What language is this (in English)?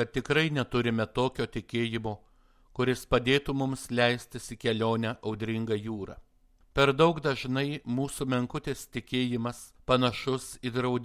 Lithuanian